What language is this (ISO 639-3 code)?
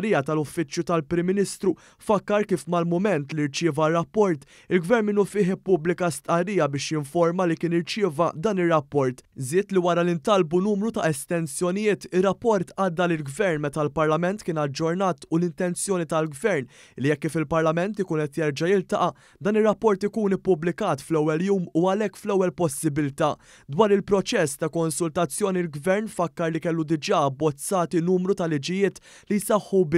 mlt